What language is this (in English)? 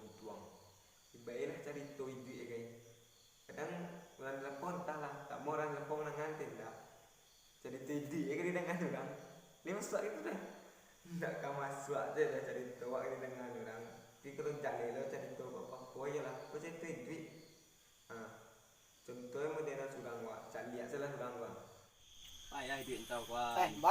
Minangkabau